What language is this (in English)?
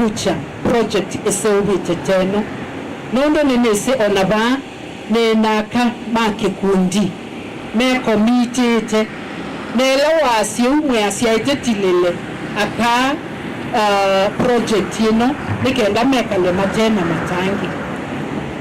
Kamba